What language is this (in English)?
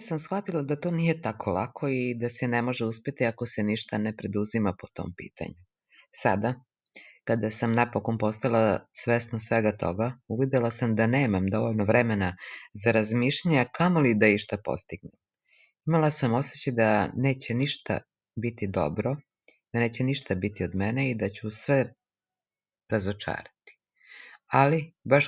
Serbian